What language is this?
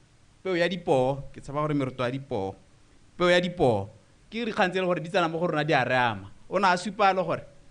Tswana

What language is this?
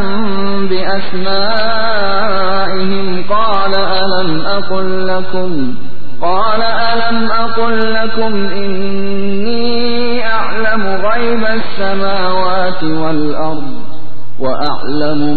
Arabic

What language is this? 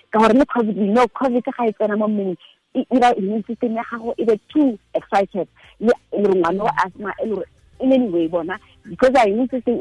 Tswana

